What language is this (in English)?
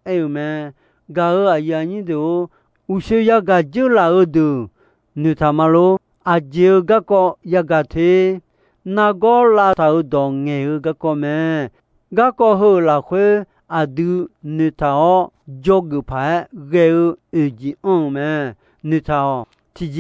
Akha